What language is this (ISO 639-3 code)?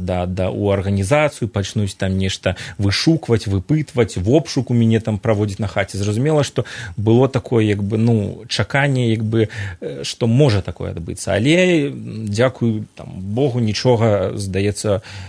bel